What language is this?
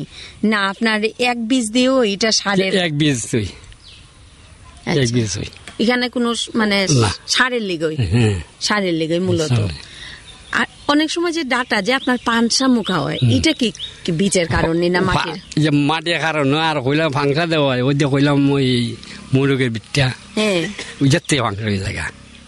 Bangla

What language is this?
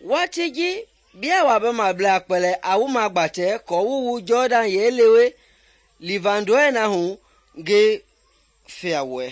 Mende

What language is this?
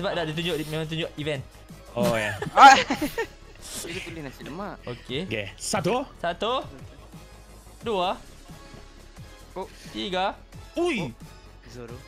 Malay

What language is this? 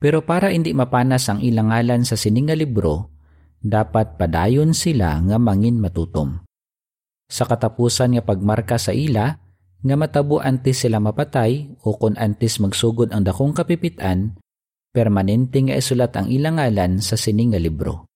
Hiligaynon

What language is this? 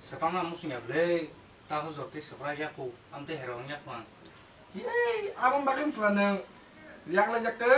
Kok Borok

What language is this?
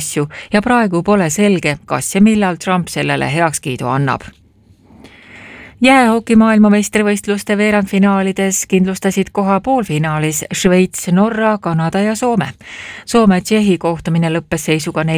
Estonian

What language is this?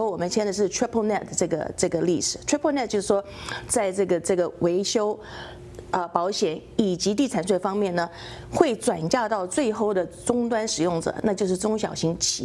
Chinese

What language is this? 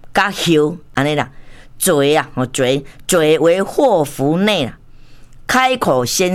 Min Nan Chinese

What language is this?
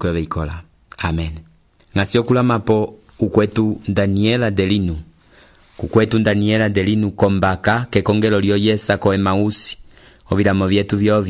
Umbundu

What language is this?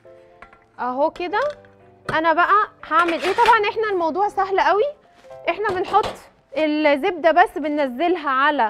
Egyptian Arabic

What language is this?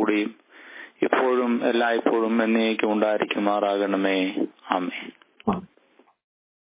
Malayalam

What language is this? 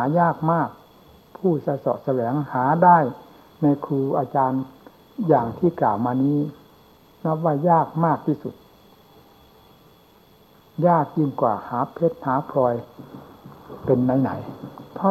Thai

